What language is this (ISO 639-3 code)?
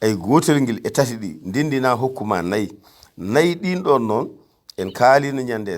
ful